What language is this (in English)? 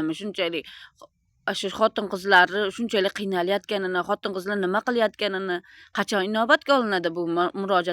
Uzbek